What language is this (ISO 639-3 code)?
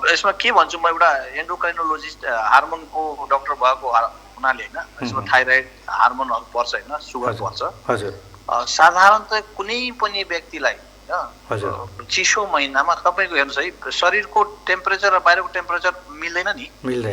nep